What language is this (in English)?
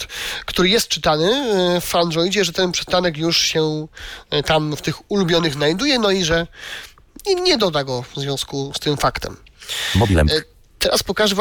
Polish